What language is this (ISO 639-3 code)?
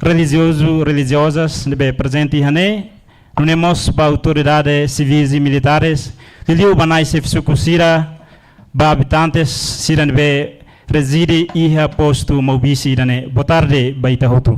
tet